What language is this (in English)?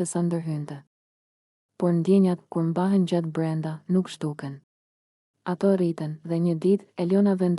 Albanian